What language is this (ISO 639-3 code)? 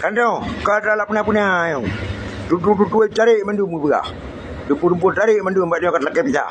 ace